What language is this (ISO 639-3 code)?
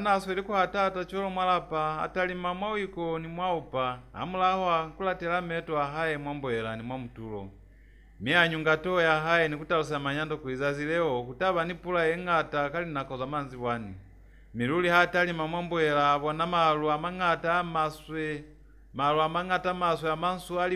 loz